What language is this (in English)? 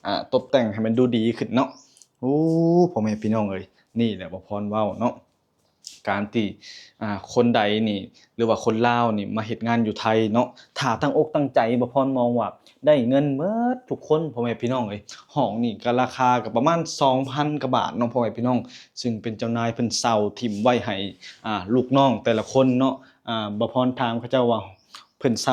Lao